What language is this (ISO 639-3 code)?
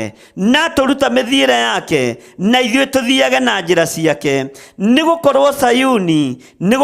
kik